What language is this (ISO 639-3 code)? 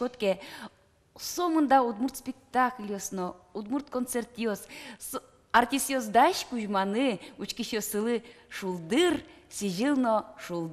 udm